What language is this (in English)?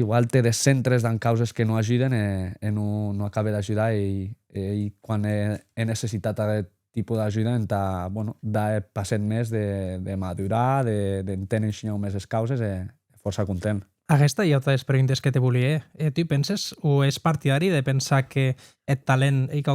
Occitan